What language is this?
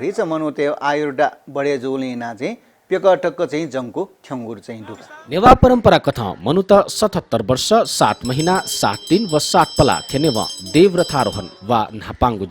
Newari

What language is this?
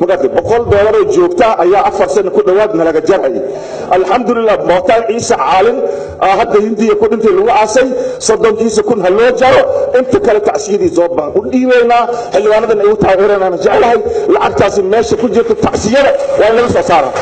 Somali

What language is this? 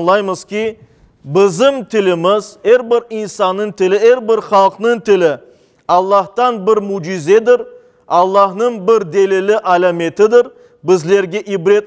Crimean Tatar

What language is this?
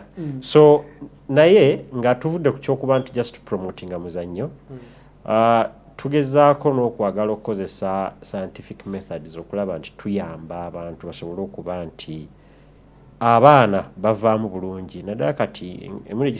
Ganda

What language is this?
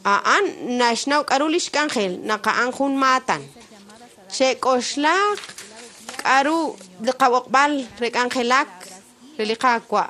Kekchí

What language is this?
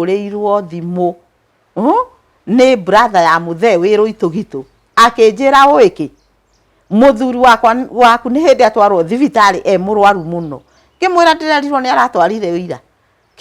Kikuyu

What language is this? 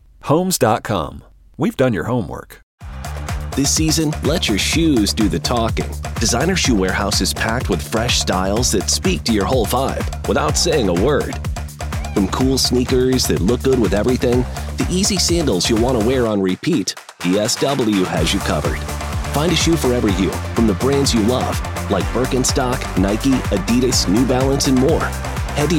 English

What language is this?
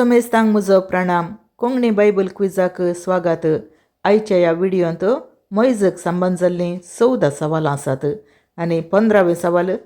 Konkani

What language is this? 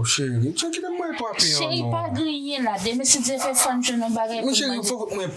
Haitian Creole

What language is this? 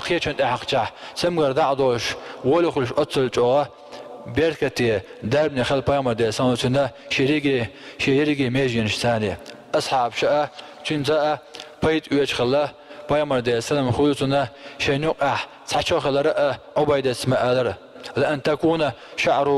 Chechen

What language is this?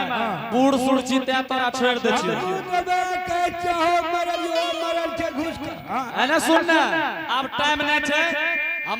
Angika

